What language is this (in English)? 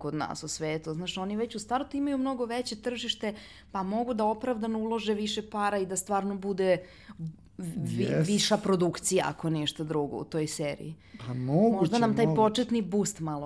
Serbian